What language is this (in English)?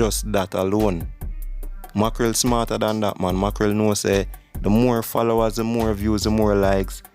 Jamaican Creole English